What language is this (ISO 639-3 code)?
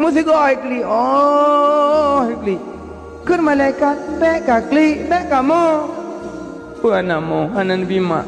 ace